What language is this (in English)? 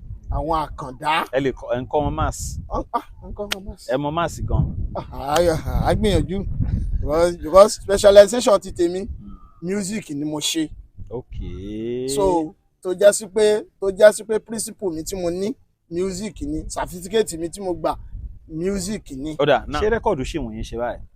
Yoruba